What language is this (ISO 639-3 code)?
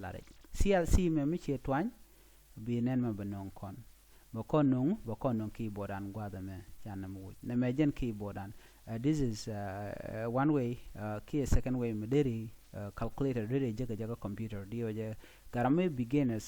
nus